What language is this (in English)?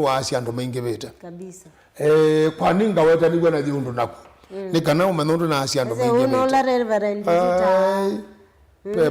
Kamba